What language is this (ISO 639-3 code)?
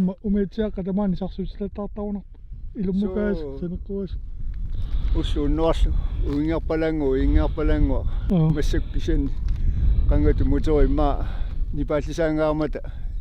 kal